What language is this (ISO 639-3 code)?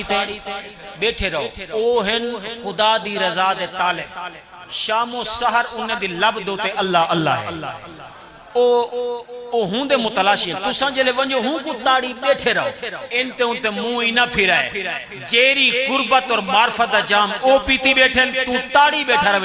skr